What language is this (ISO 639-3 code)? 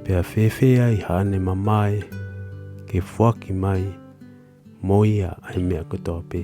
ton